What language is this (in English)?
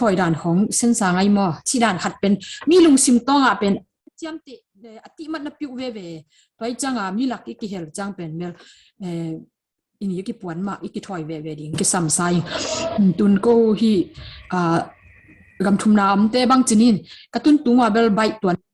Tedim Chin